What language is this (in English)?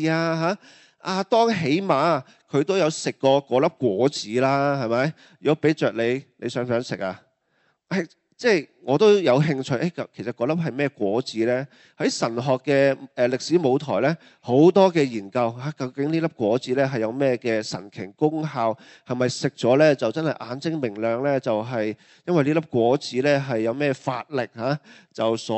Cantonese